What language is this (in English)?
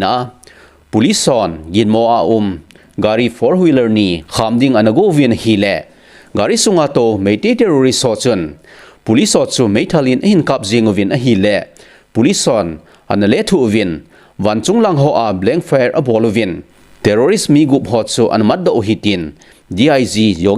Thado Chin